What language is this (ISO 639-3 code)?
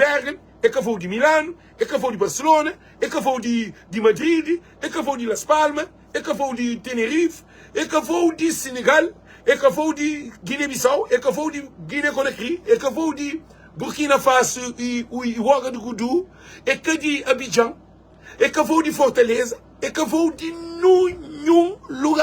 kea